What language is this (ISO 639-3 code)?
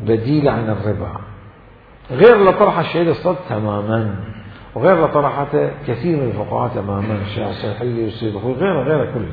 acm